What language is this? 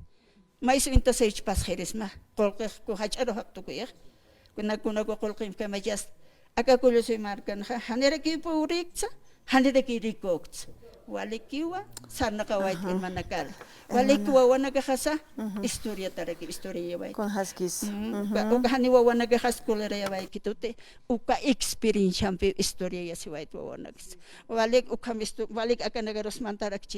Aymara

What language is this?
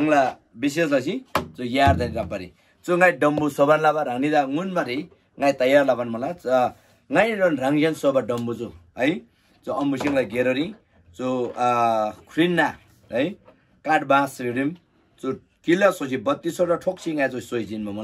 Eastern Tamang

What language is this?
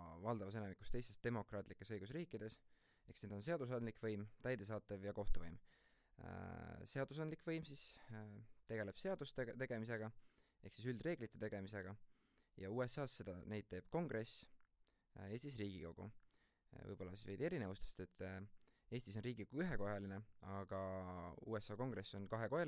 Estonian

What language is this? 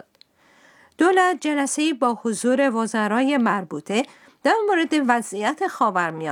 Persian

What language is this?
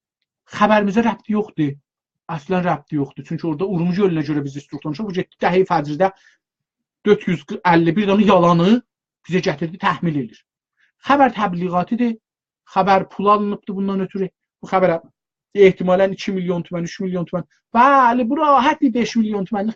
South Azerbaijani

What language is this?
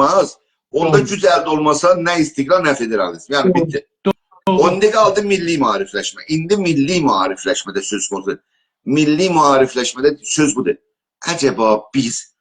South Azerbaijani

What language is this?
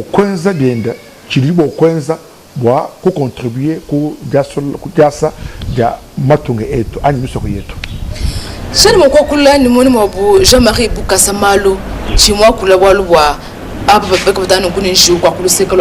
Luba-Lulua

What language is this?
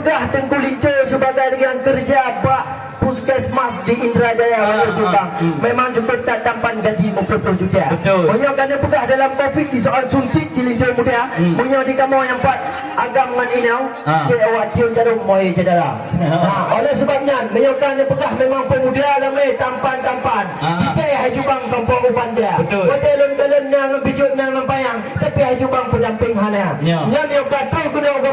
Achinese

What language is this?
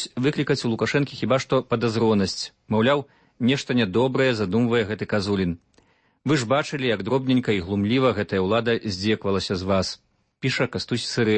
Belarusian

